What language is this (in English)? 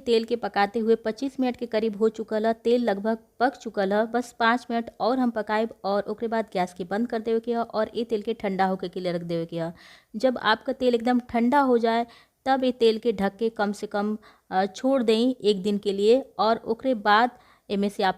Bhojpuri